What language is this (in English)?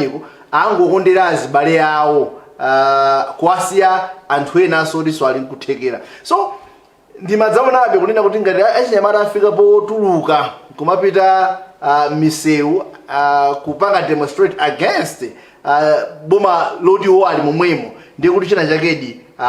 Nyanja